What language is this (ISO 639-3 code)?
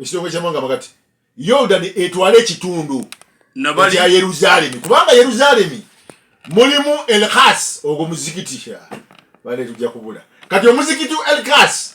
lug